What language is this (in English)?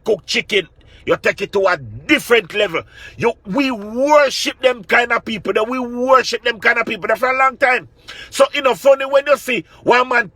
Jamaican Creole English